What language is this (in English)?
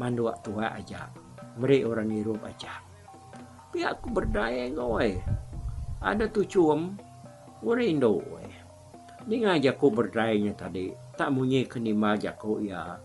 Iban